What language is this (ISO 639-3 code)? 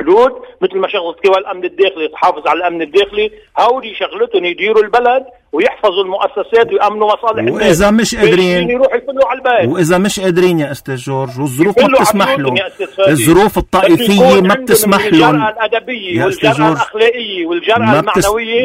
apc